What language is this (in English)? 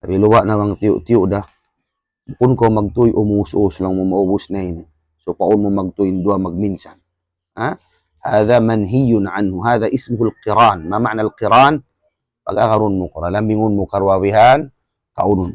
Tausug